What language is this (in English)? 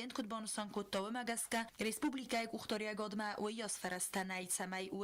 Ossetic